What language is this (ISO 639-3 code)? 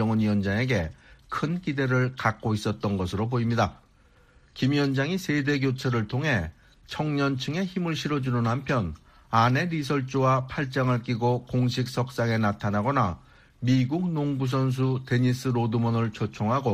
kor